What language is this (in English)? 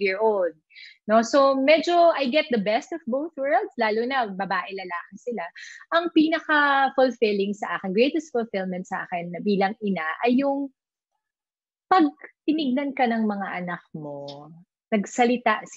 Filipino